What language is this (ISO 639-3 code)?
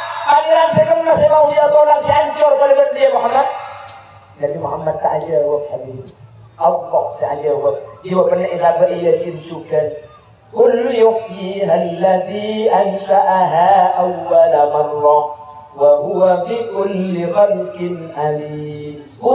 mad